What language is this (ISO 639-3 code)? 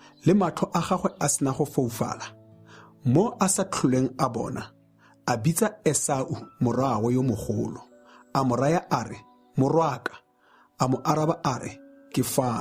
tsn